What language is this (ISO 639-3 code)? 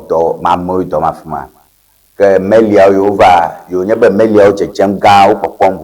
ewe